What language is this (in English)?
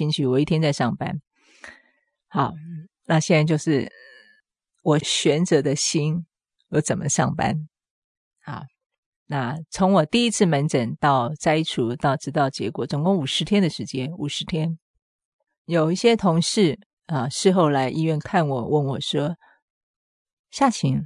Chinese